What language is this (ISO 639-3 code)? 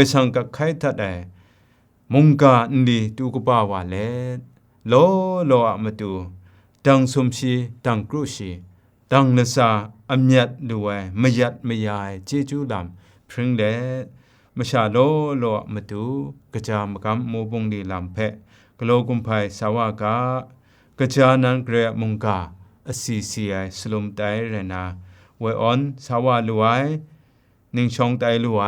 kac